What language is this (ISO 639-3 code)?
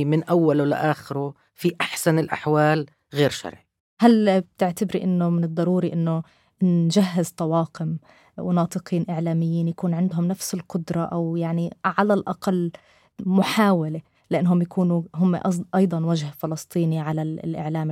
apc